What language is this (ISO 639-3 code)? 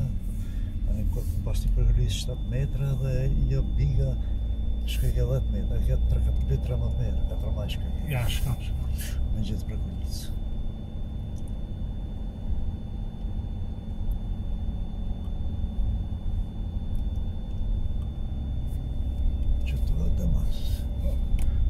aln